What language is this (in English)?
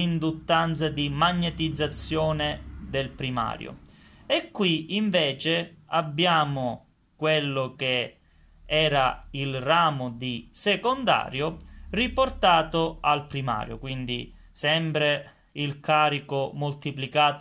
Italian